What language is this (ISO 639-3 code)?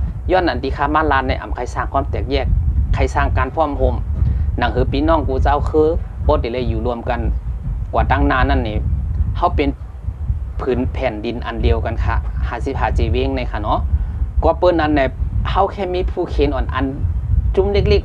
shn